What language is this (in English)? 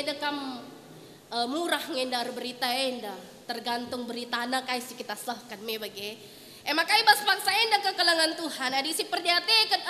Batak Karo